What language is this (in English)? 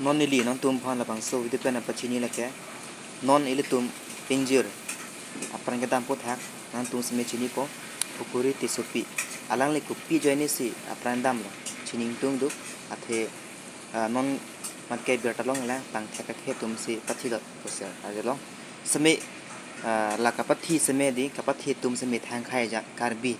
Karbi